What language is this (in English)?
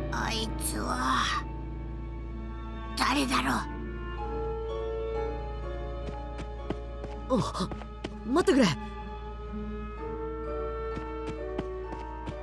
Japanese